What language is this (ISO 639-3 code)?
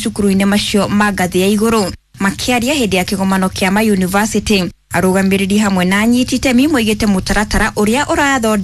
kik